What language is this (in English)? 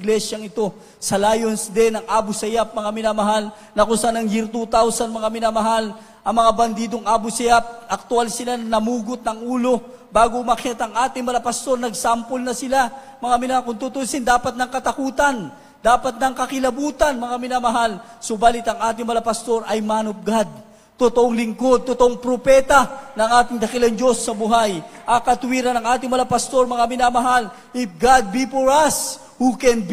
Filipino